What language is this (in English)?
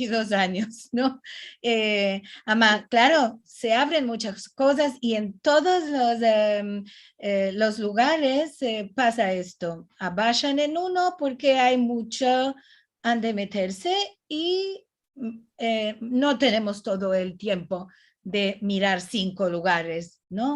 Ladino